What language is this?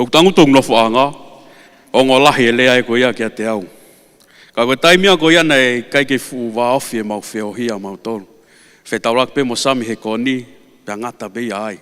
Tongan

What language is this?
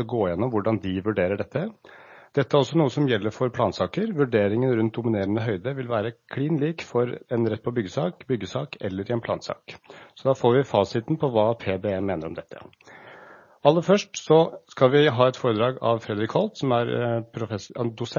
Norwegian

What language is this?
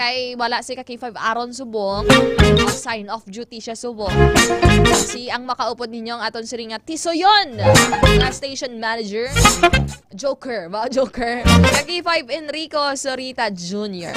Hiligaynon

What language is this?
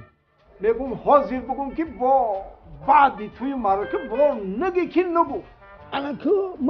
Tajik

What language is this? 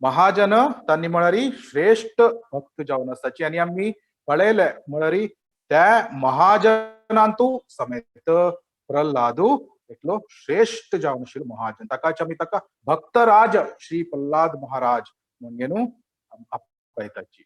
Konkani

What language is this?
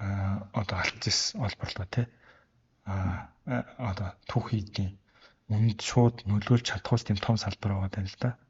Mongolian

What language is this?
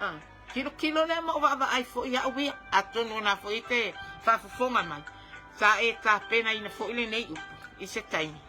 Samoan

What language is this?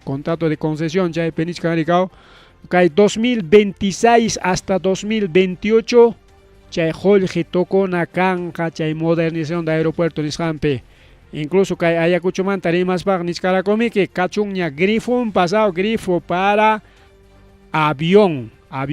Ayacucho Quechua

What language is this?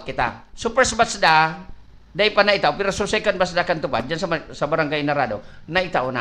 Bikol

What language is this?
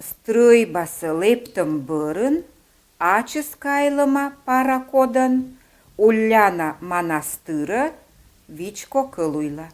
Komi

